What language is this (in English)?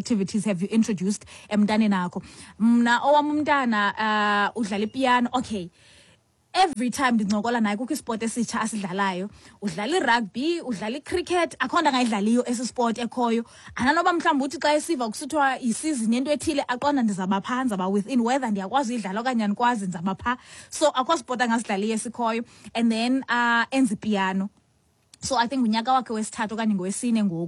Xhosa